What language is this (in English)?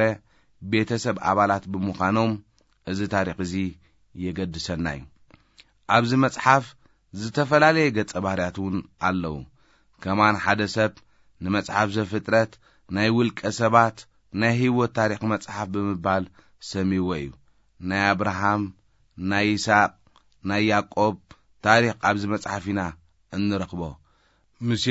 Tigrinya